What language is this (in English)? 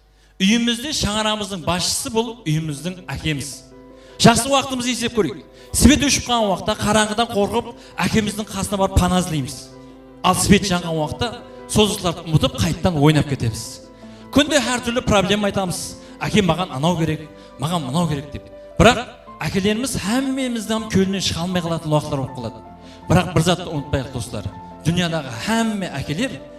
Kara-Kalpak